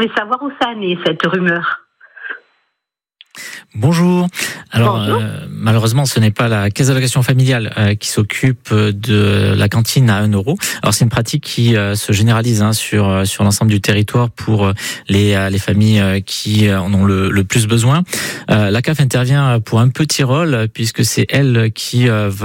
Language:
French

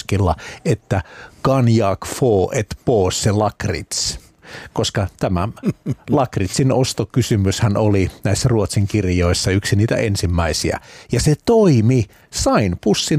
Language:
Finnish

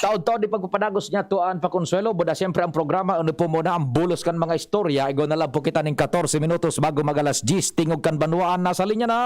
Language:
Bikol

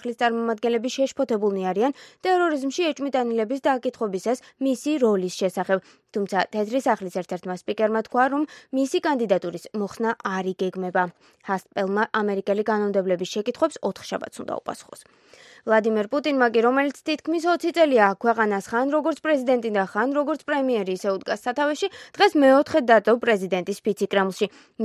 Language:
Georgian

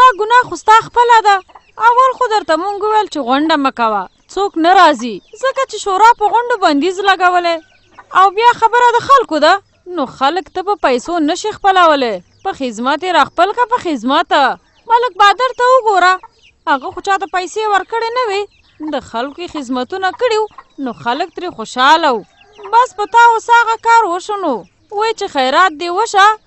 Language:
Pashto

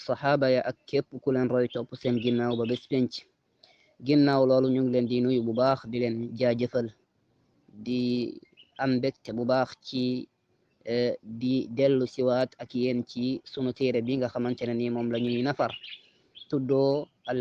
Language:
Wolof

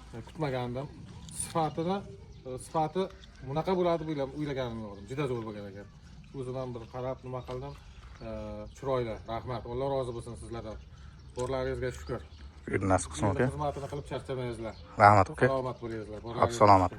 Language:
Uzbek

